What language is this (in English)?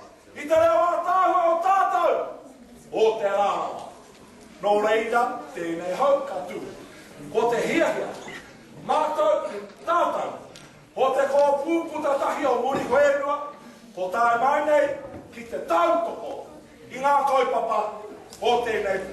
Māori